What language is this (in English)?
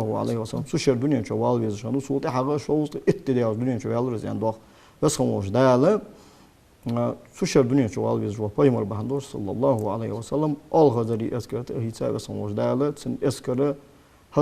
Ingush